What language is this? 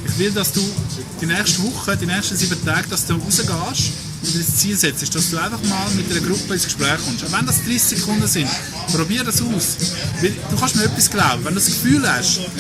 Swiss German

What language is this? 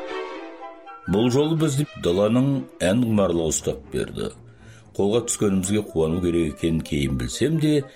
Kazakh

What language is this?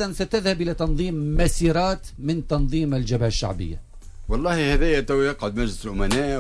Tunisian Arabic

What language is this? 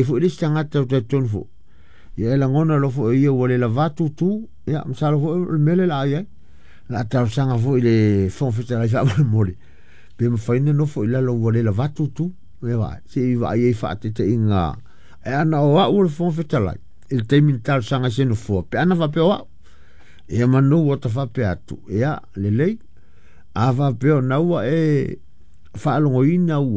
Samoan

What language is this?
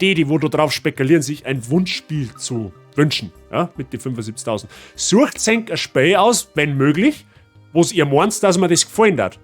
Bavarian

